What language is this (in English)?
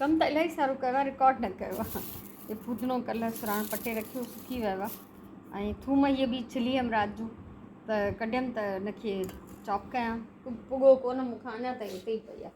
Sindhi